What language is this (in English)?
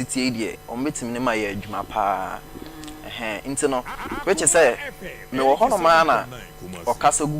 Akan